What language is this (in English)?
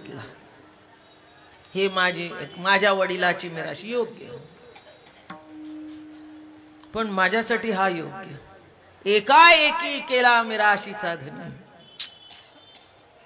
Marathi